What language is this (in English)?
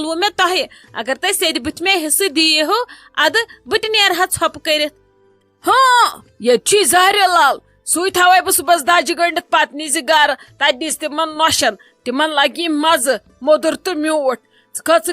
Kashmiri